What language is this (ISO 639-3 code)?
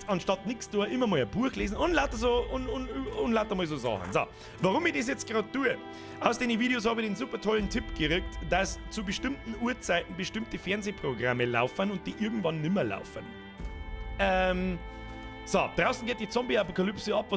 bar